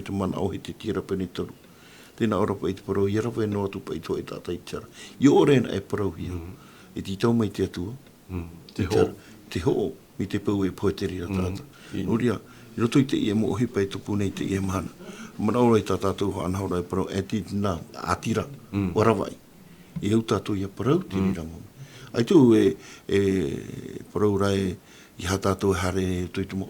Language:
Tahitian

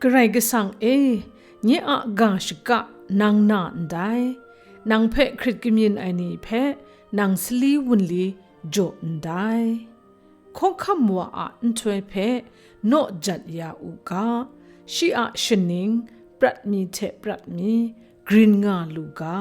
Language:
Kachin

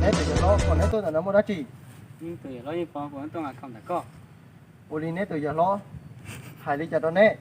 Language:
Hmong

